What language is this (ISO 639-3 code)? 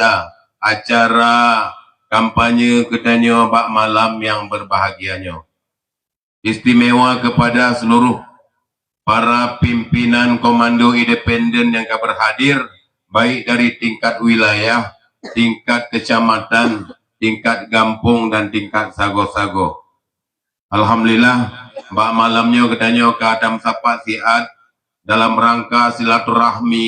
ace